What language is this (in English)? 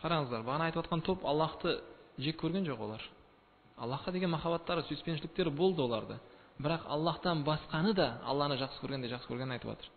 Kazakh